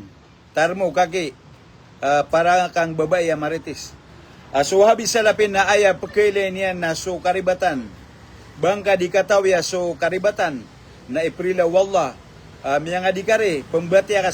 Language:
Maranao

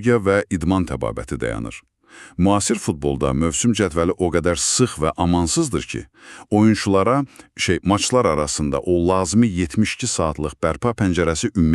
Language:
Azerbaijani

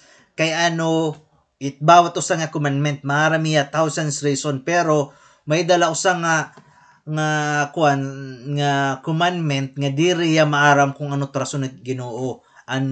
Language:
Waray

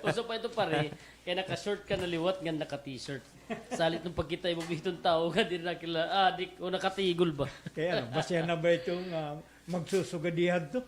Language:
Waray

